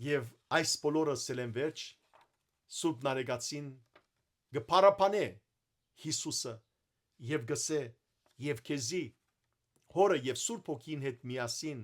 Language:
Western Armenian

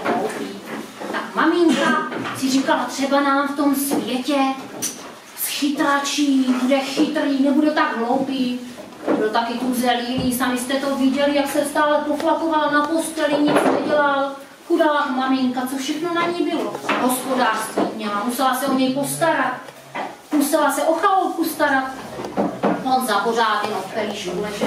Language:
Czech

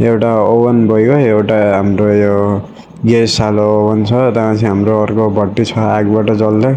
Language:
Nepali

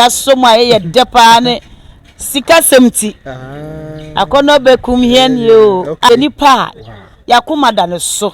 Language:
Akan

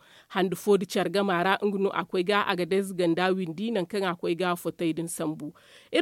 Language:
Zarma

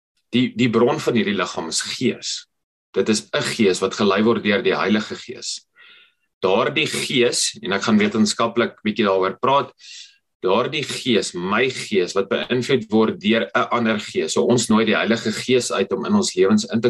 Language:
Afrikaans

